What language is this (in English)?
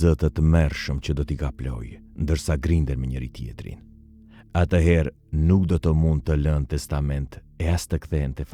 Albanian